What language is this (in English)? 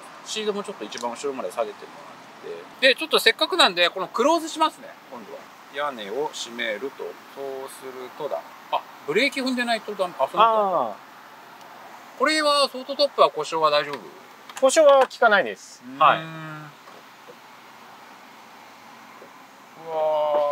Japanese